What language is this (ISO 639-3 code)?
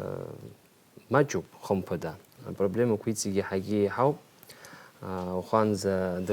abk